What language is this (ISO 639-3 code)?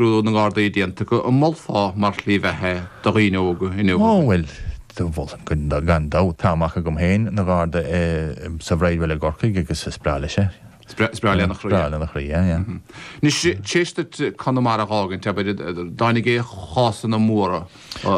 gle